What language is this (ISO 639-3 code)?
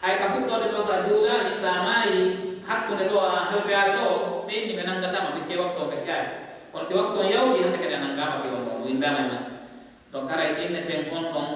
ful